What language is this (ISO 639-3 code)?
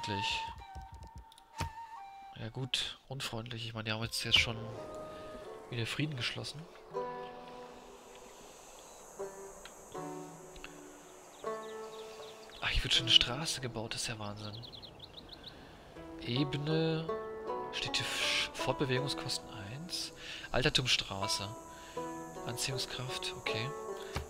deu